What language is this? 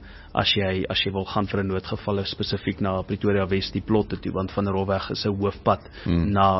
Afrikaans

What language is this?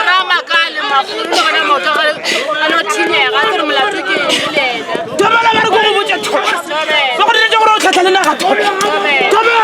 Northern Sotho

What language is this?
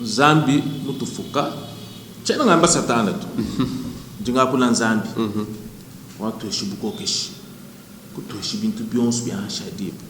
Luba-Lulua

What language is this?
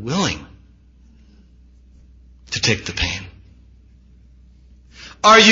English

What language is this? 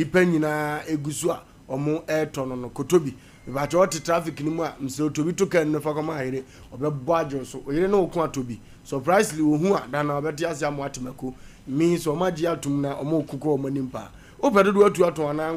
Akan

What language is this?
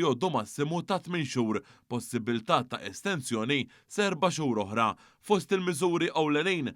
Maltese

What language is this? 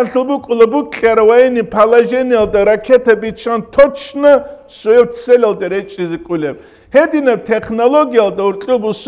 Avaric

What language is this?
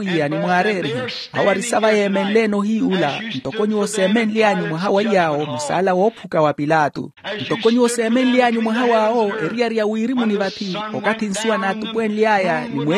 Makhuwa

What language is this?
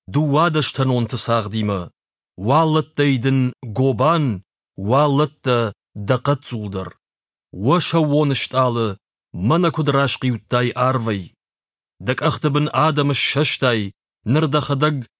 Ossetic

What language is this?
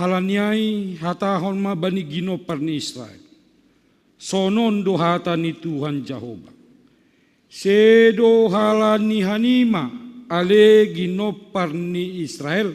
Batak Simalungun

